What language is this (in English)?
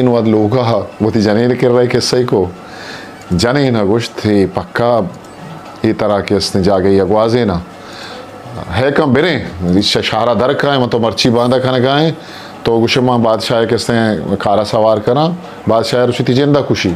Eastern Balochi